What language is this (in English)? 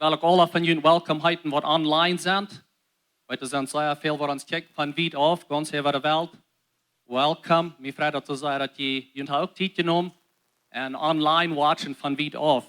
Plautdietsch